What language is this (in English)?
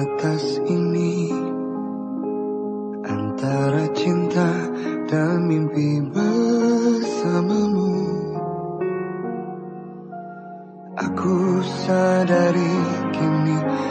Indonesian